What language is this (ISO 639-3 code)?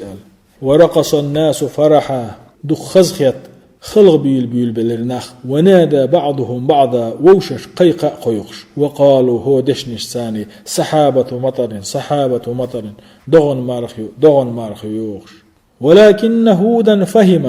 che